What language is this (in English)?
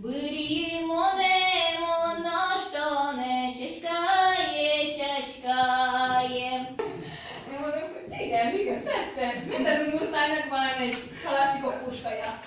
Udmurt